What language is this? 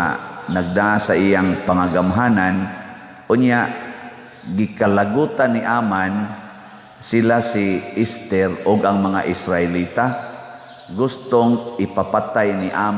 Cebuano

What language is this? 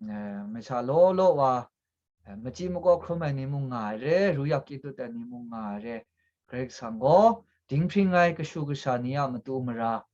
Kachin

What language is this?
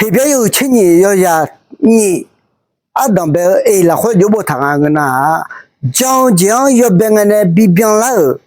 Akha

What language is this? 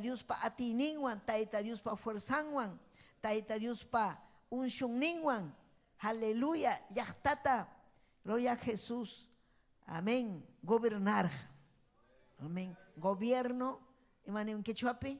Ayacucho Quechua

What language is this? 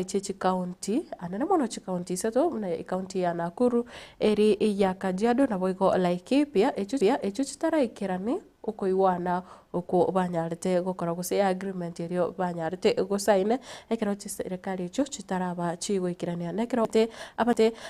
Gusii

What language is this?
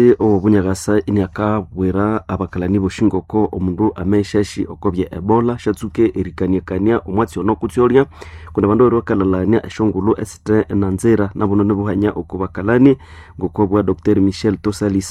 Nande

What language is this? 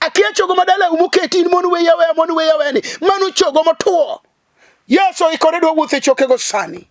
Luo (Kenya and Tanzania)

